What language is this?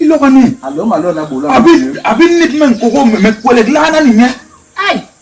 Basaa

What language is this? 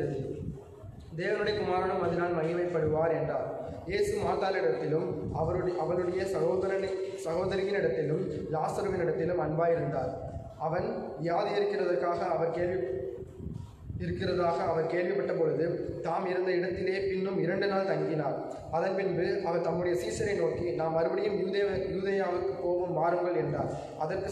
Tamil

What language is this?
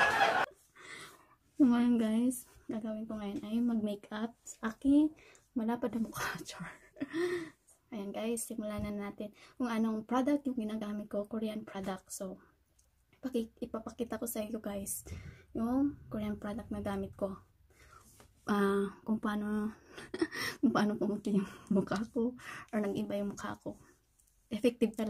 Filipino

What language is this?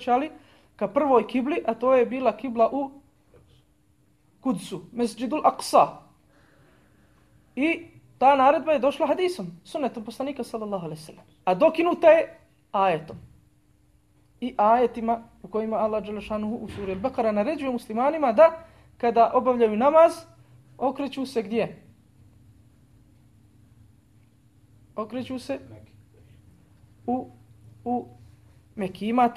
Bosnian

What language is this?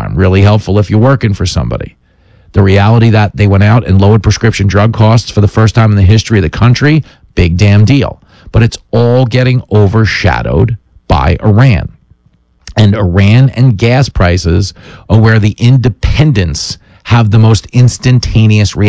English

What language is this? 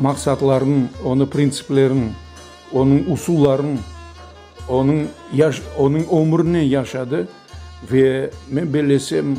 Crimean Tatar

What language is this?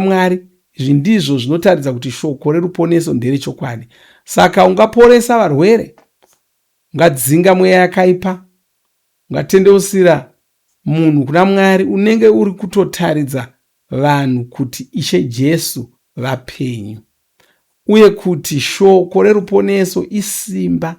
Shona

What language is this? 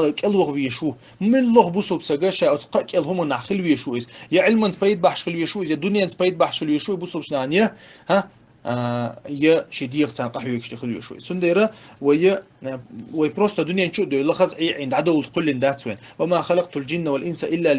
Chechen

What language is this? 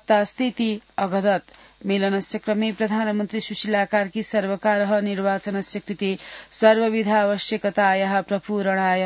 Sanskrit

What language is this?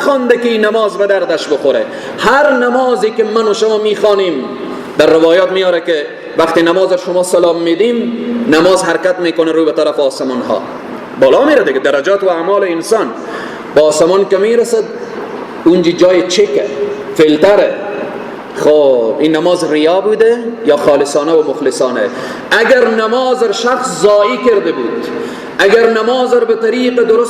Persian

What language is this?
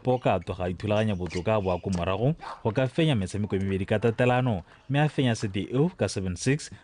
Tswana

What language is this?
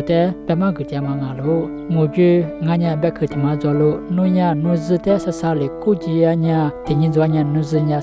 Lisu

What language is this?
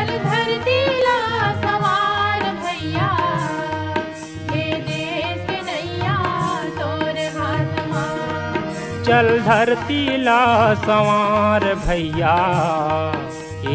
Chhattisgarhi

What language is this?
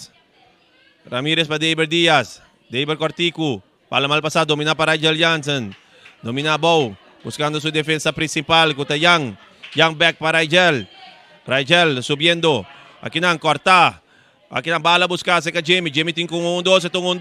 Papiamento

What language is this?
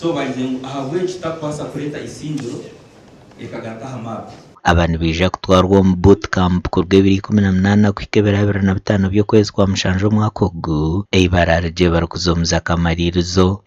Nyankole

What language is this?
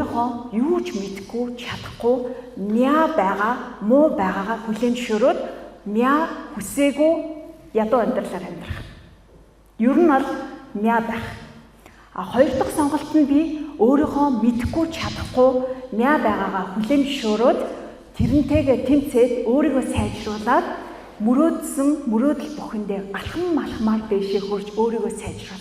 Mongolian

